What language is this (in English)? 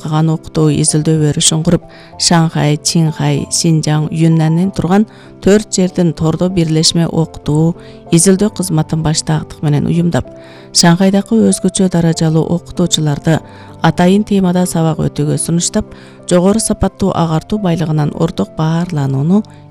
Kyrgyz